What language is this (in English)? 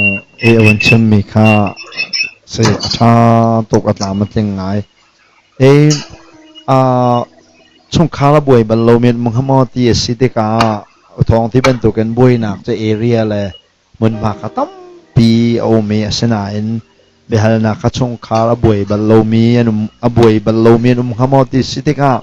Hakha Chin